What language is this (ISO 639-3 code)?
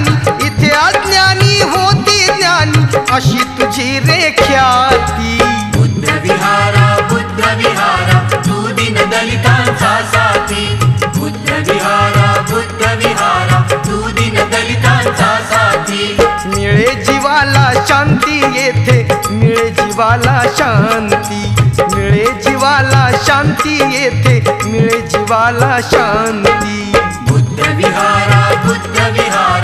mar